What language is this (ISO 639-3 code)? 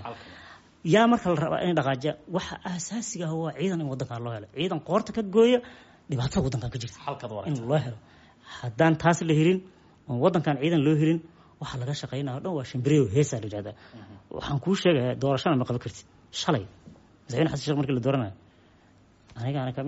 som